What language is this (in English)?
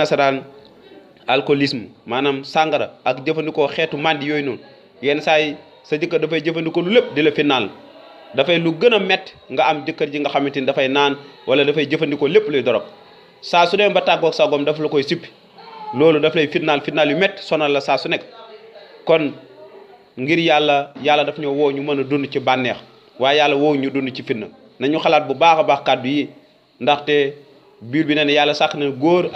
Wolof